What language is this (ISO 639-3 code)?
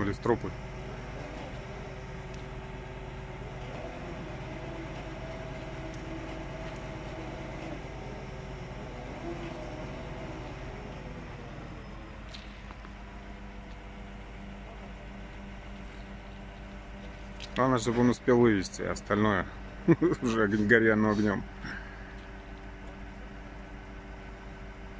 rus